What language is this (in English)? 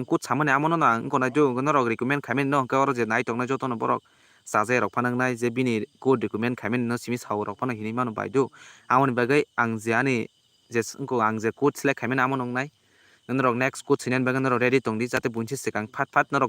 Kok Borok